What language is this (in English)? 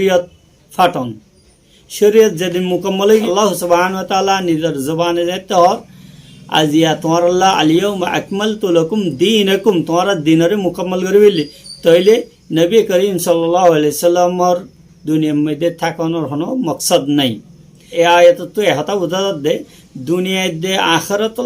Rohingya